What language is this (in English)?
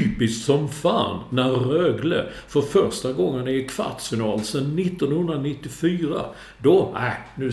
Swedish